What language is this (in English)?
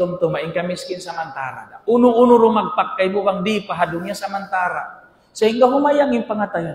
Tausug